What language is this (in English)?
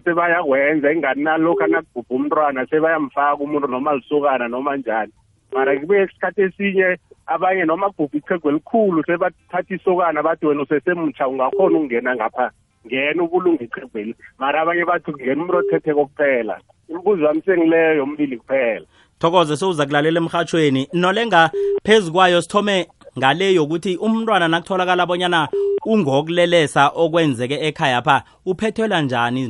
South Ndebele